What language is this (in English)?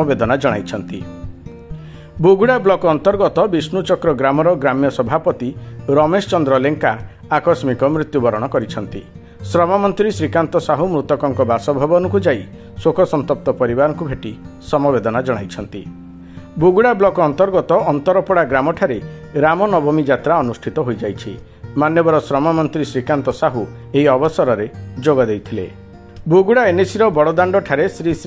Odia